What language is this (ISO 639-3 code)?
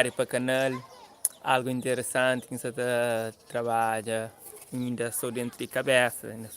kea